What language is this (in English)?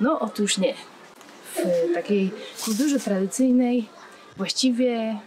Silesian